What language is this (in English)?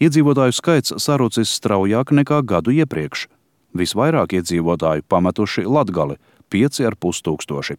Latvian